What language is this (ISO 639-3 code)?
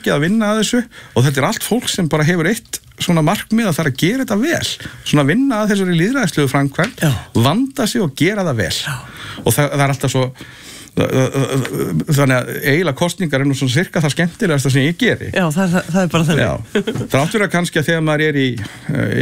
isl